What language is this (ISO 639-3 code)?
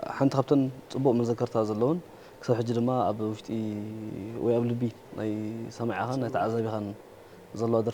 tir